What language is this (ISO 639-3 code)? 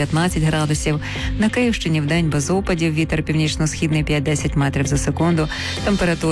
ukr